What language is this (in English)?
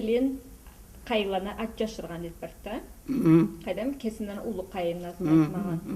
Karachay-Balkar